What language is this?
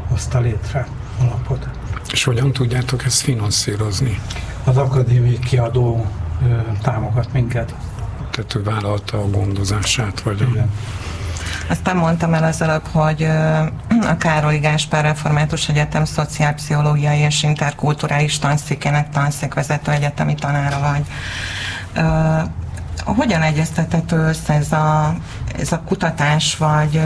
Hungarian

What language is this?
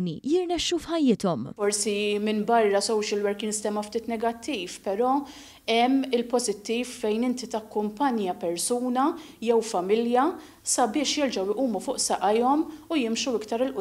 Maltese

